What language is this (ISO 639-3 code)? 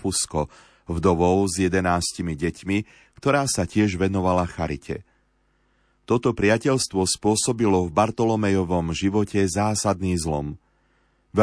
slk